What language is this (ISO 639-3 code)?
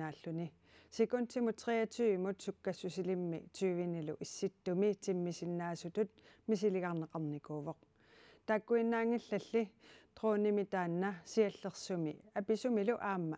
kal